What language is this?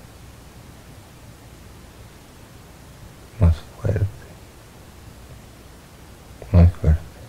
Spanish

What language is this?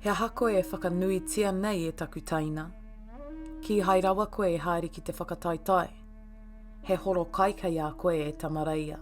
Māori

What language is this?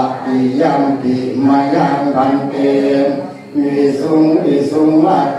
Pali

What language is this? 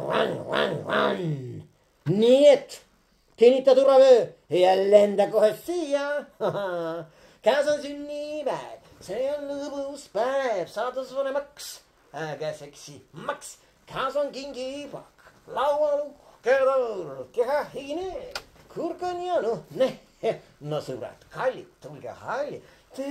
Estonian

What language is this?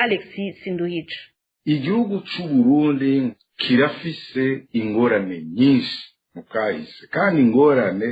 Rundi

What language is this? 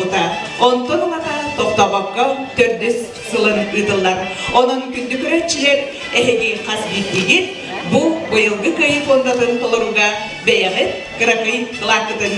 Yakut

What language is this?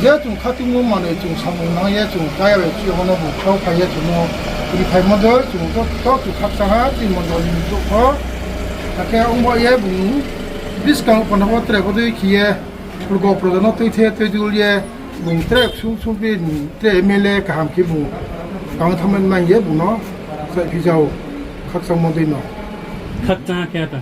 Riang (India)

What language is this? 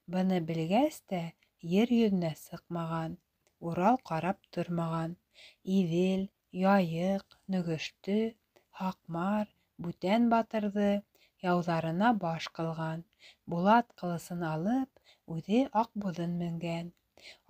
Bashkir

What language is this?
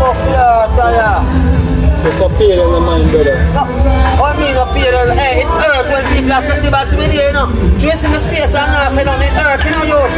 Jamaican Creole English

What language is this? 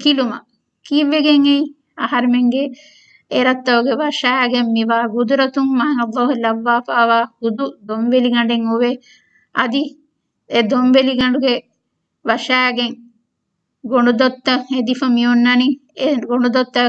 Divehi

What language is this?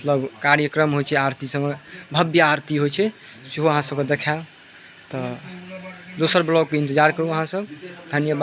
Maithili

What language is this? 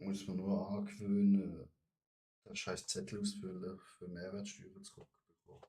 Swiss German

